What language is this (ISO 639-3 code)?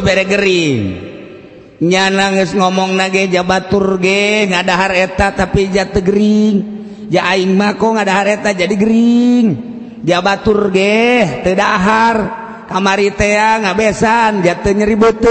sun